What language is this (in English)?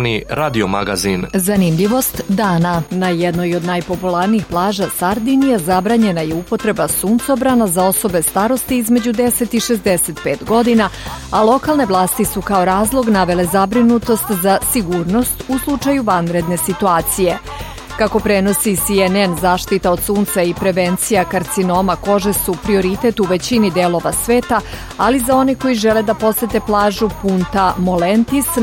Serbian